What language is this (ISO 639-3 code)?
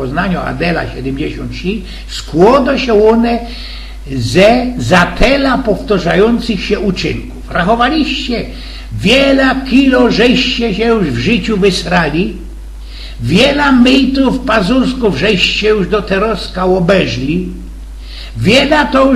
szl